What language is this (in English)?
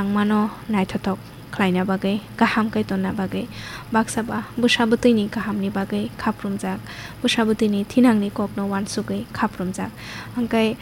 Kok Borok